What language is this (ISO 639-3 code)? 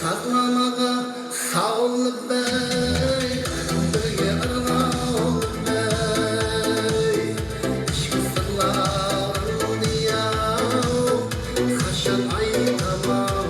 kaa